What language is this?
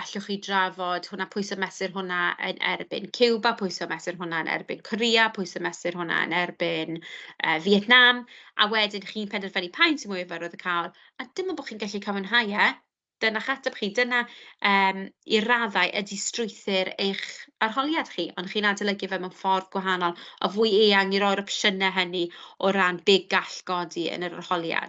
Welsh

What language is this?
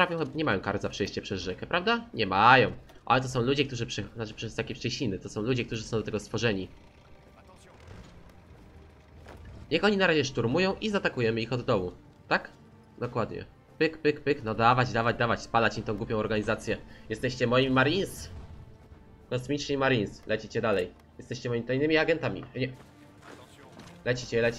Polish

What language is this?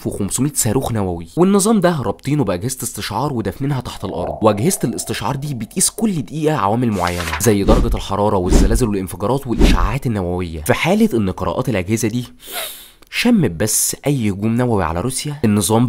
Egyptian Arabic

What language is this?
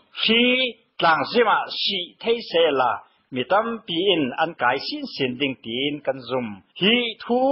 Burmese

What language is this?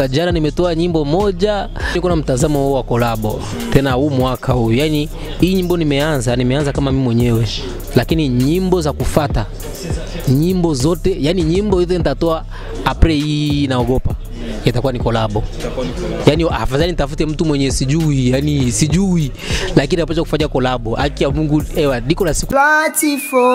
Swahili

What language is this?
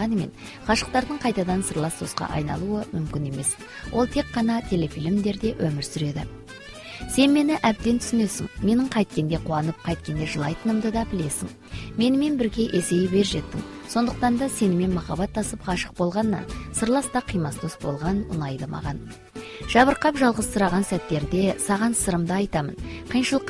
Kazakh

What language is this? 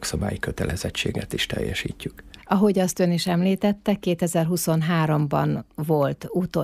Hungarian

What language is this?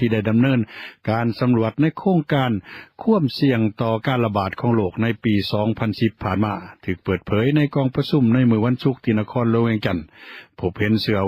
Lao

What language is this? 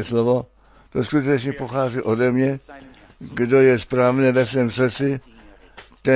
Czech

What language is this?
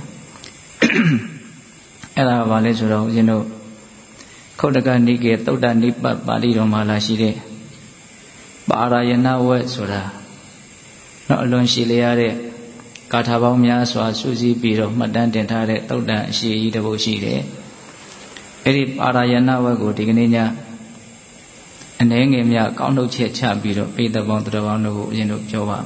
Burmese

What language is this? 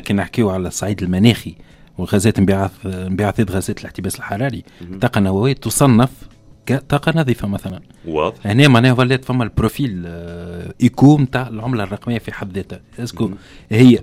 Tunisian Arabic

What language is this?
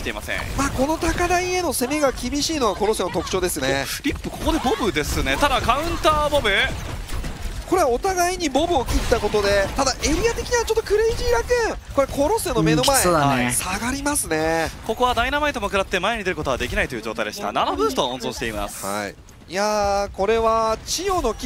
Japanese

